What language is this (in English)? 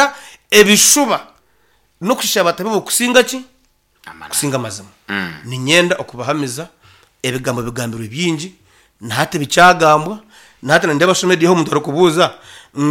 Nyankole